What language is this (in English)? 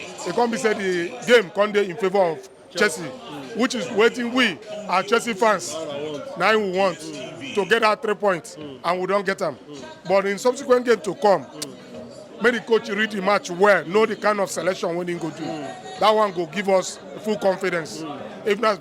Nigerian Pidgin